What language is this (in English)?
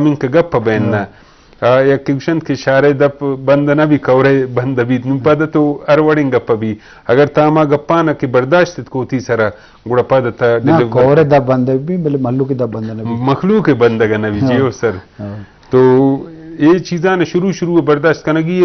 Eastern Balochi